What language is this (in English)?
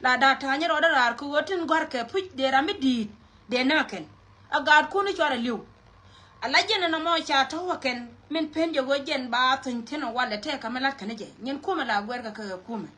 Nuer